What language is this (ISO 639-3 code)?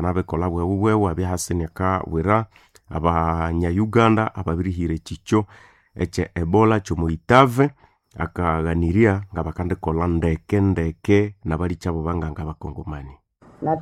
nnb